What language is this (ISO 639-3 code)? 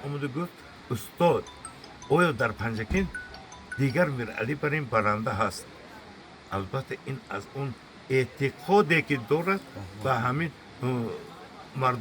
tgk